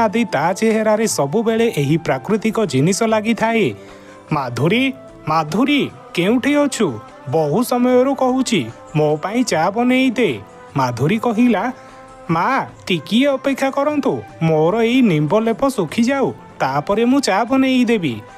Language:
Odia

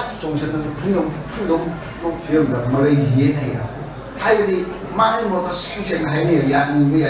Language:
Manipuri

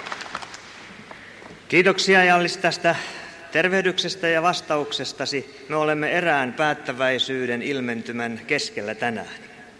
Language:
Finnish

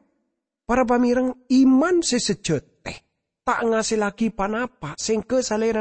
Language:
Madurese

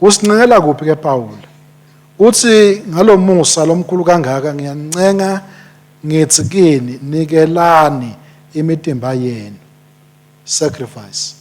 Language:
Swati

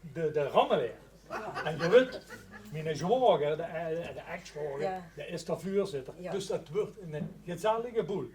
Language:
Limburgish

